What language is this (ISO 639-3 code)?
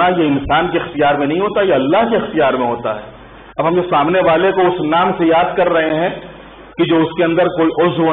urd